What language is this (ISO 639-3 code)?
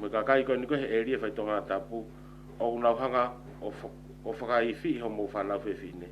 ton